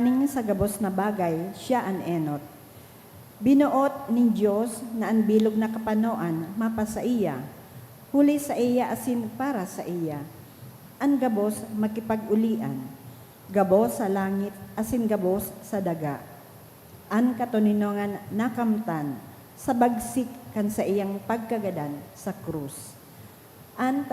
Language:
Bikol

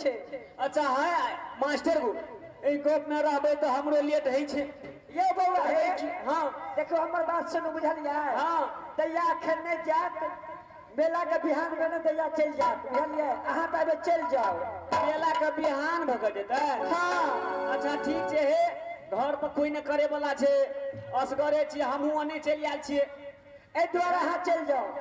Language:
Maithili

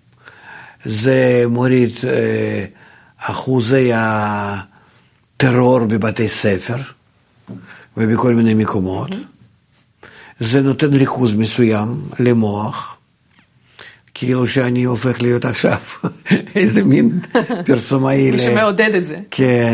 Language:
Hebrew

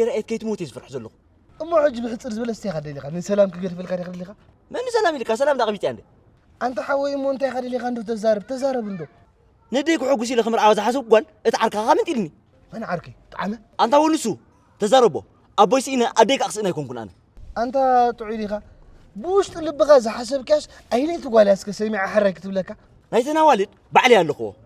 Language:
Tigrinya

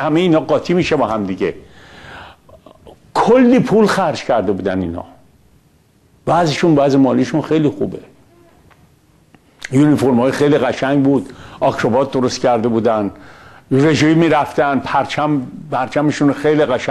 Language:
Persian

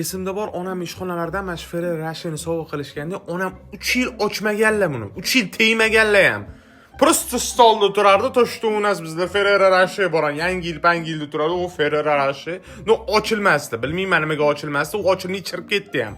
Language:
Uzbek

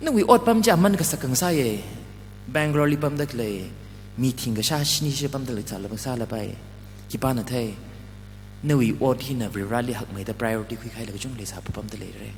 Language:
Tangkhul Naga (India)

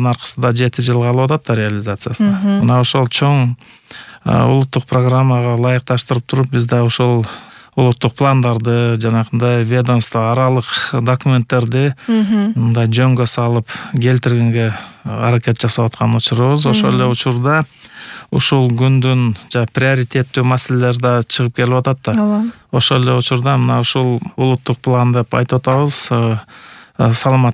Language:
Kyrgyz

